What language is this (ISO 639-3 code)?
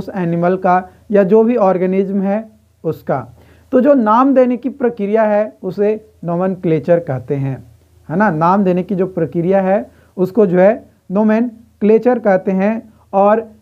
hin